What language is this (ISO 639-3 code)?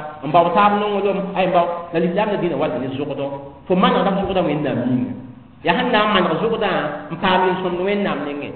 mos